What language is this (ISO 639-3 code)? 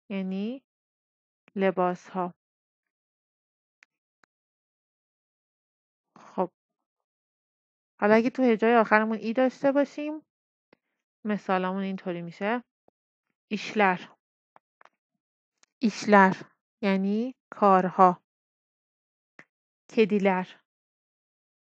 fas